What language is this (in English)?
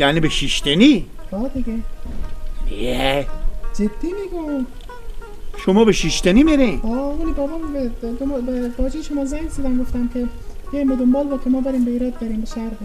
Persian